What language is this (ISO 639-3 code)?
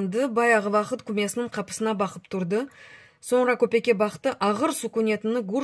crh